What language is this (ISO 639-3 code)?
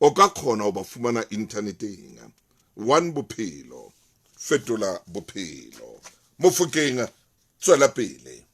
sot